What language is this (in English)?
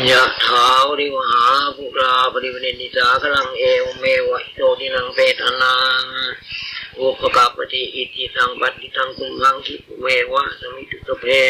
Pali